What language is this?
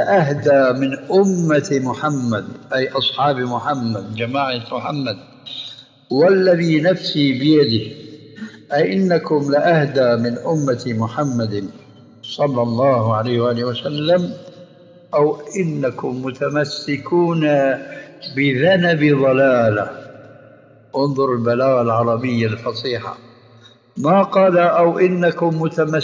Arabic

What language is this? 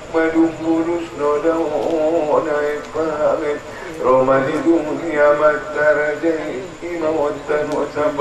Batak Angkola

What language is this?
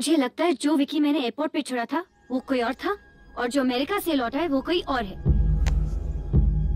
Hindi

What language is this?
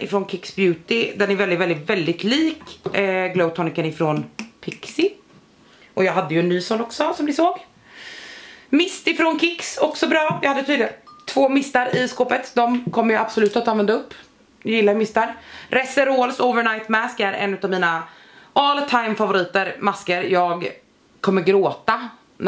Swedish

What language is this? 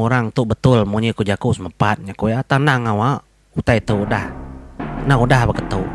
Iban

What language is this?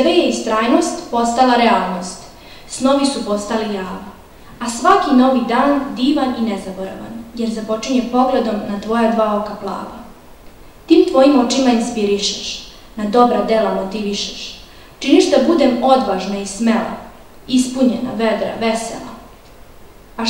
Serbian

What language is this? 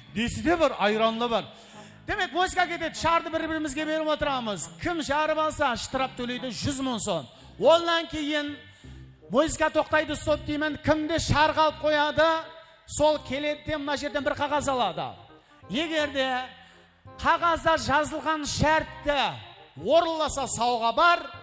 Kara-Kalpak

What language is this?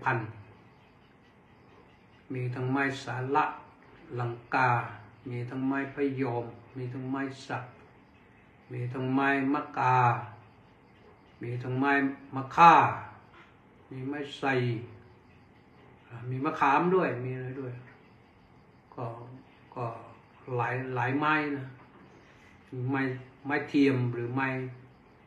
Thai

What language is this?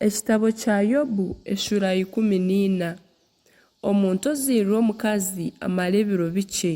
Nyankole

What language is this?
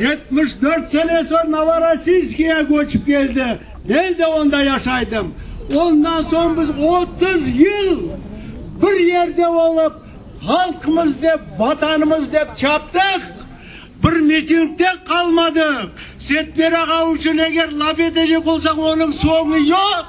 Crimean Tatar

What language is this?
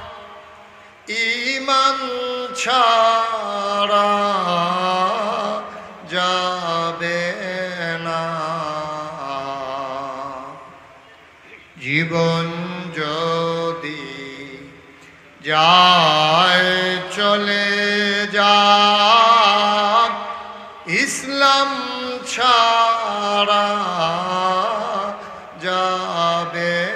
Bangla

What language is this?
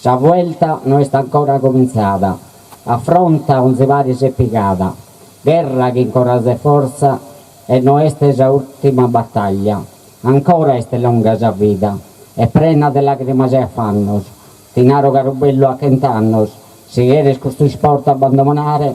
Sardinian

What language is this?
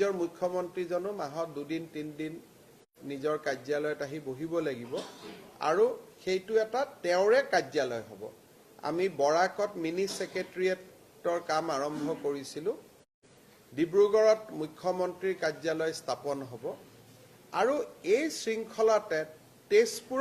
Assamese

